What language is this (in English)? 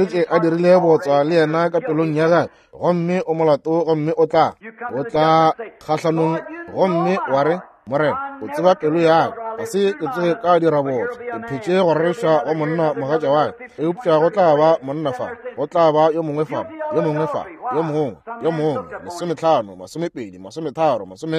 Northern Sotho